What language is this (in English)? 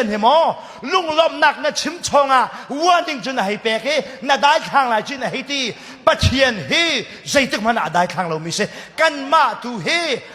Hakha Chin